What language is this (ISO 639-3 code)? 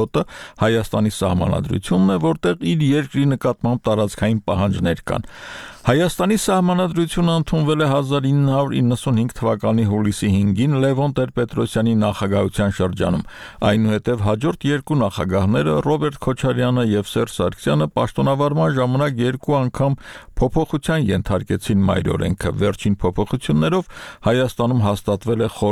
hye